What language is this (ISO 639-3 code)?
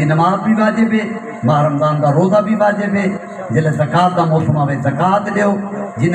skr